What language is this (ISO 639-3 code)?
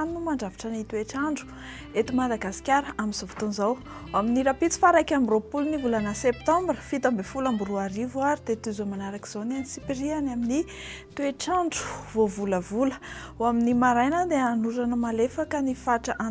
mlg